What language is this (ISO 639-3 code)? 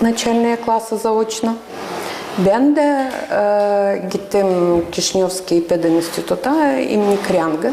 gag